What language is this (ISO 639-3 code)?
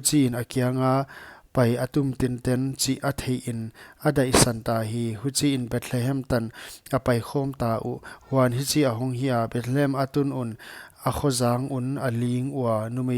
pck